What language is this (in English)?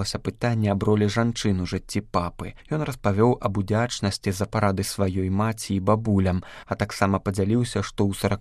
Belarusian